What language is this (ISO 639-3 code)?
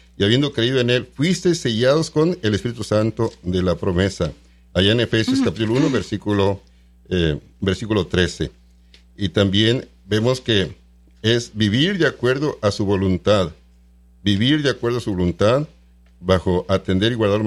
spa